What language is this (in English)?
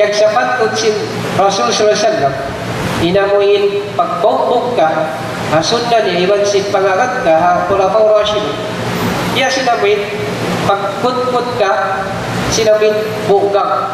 Tausug